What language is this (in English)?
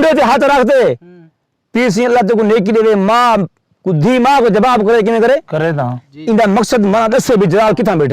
Saraiki